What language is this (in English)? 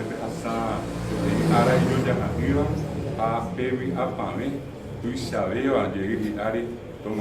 Guarani